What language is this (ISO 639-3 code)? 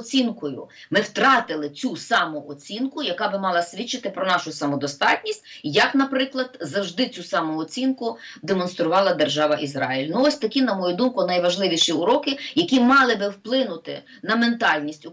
ukr